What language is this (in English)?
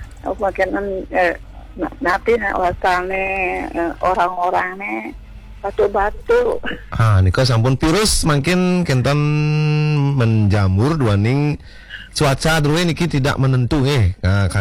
Balinese